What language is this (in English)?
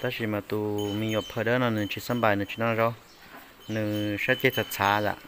Hmong